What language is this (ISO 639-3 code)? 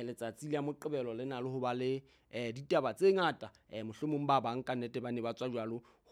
sot